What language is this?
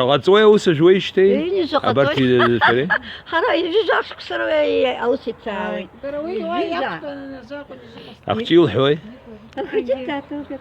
Abkhazian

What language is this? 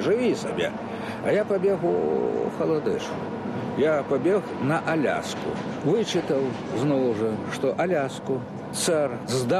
Belarusian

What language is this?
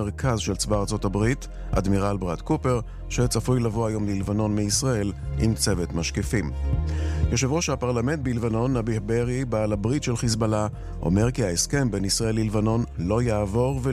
Hebrew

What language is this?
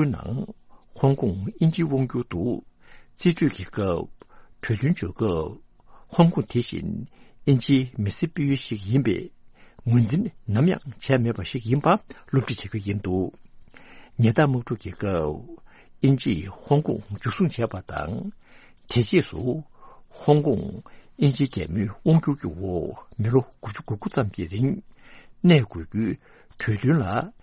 Tibetan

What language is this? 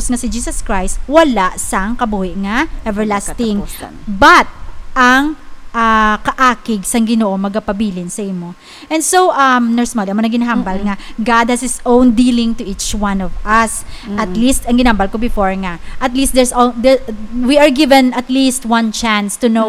Hiligaynon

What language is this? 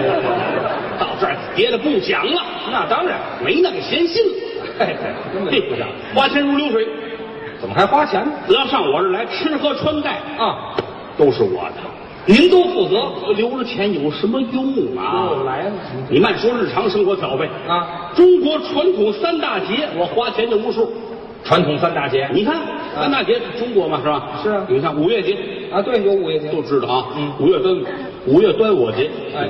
Chinese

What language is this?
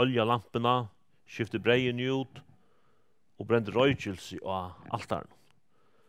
Faroese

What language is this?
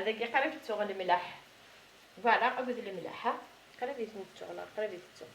Kabyle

